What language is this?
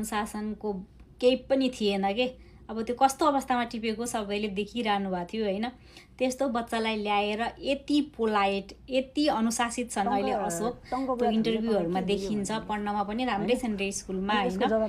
Nepali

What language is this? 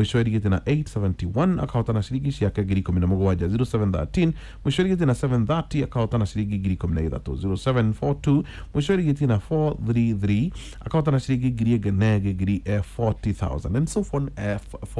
Kikuyu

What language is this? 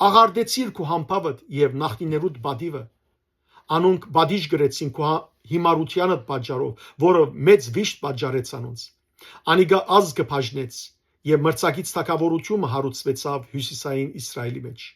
Western Armenian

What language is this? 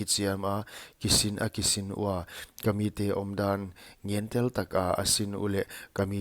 Paite Chin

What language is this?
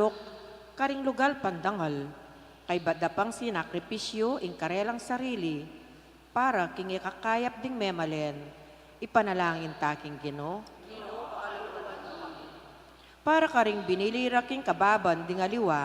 Pampanga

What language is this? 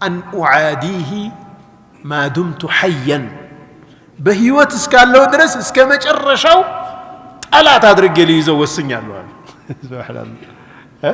Amharic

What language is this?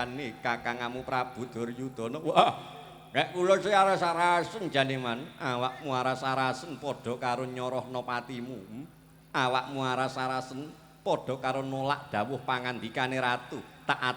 Javanese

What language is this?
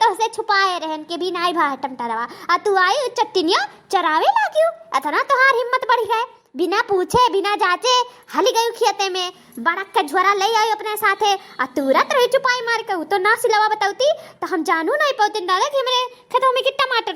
Awadhi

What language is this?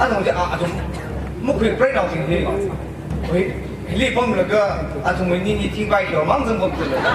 Tangkhul Naga (India)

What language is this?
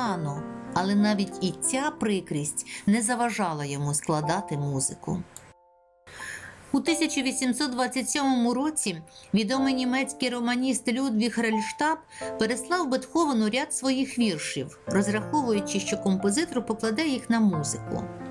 Ukrainian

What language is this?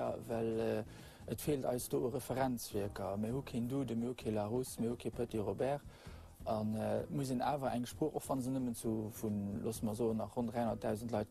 Luxembourgish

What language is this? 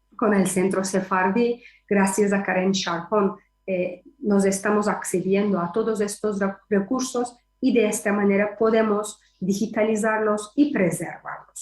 Ladino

